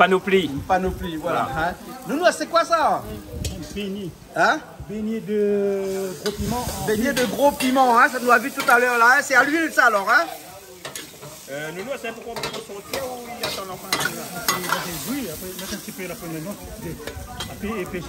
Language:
Réunion Creole French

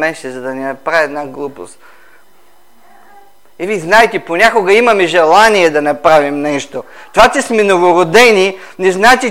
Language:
Bulgarian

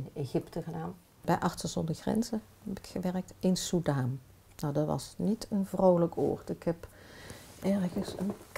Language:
Dutch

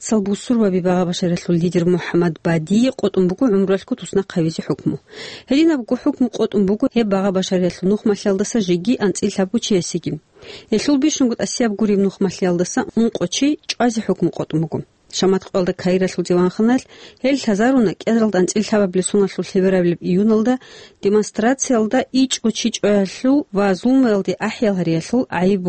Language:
Avaric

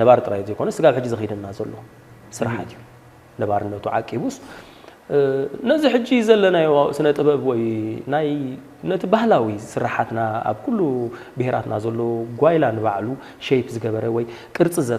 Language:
Tigrinya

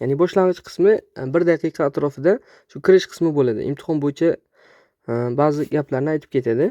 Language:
Uzbek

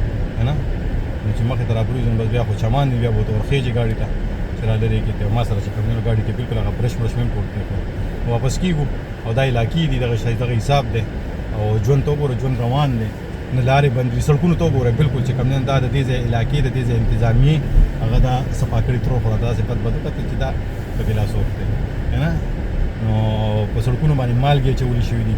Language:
Pashto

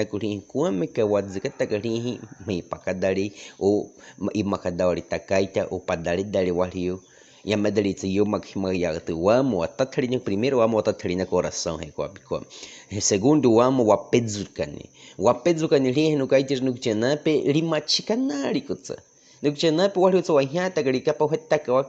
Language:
Baniwa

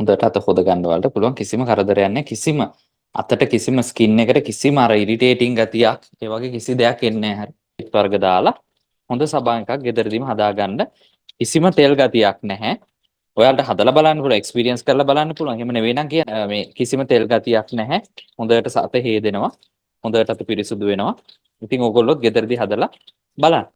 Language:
Sinhala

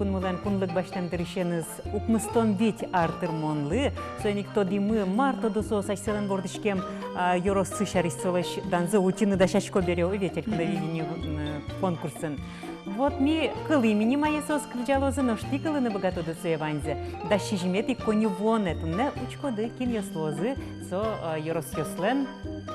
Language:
Udmurt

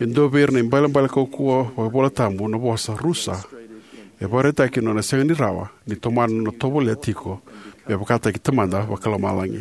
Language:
Fijian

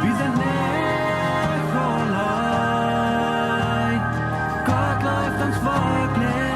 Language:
Plautdietsch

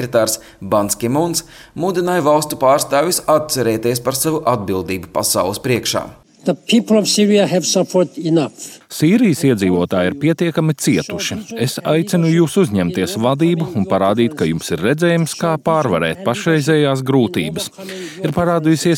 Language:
Latvian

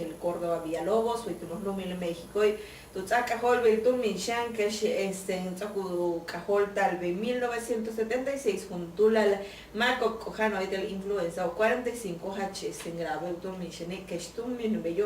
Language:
Yucateco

